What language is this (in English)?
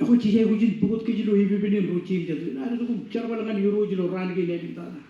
Marshallese